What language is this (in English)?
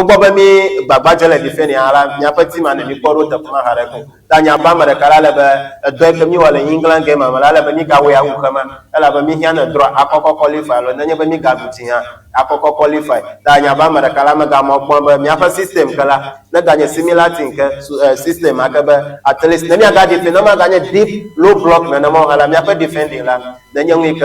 Ewe